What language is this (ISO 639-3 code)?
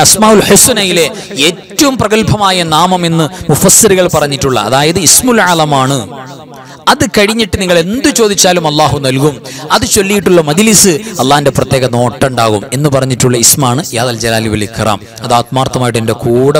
mal